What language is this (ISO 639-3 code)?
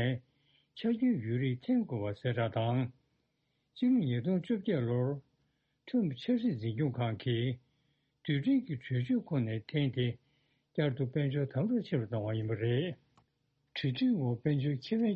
bod